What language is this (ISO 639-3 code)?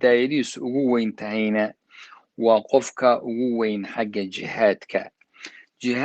som